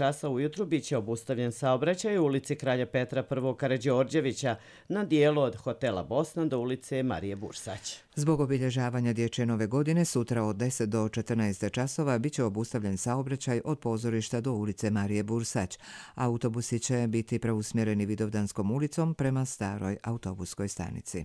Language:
Croatian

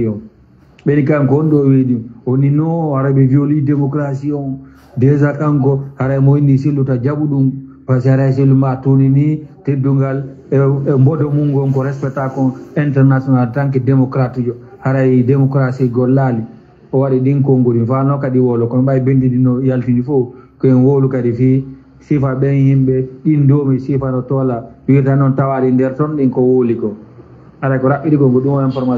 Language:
Pular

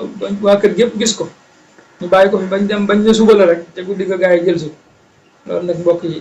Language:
Wolof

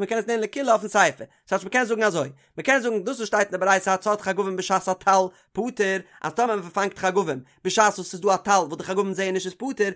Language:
Yiddish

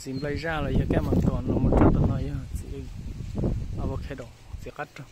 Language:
Hmong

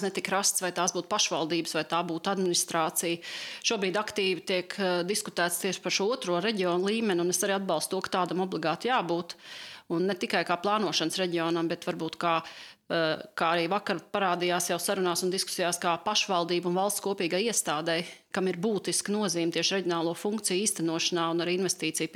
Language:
Latvian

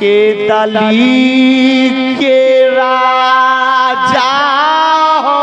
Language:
Maithili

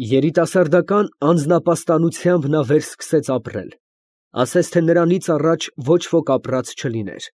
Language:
Armenian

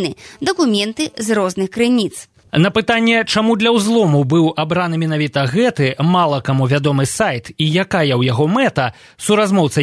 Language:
Belarusian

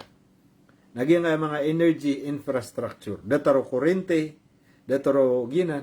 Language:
Maranao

